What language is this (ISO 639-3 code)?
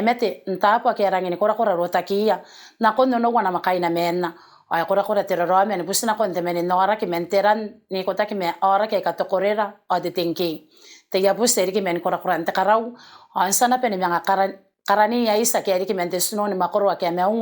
gil